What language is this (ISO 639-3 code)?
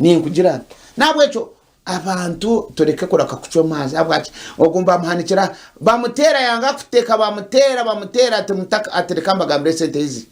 nyn